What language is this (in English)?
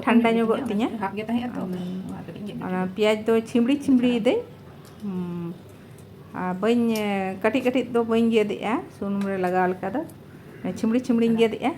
Santali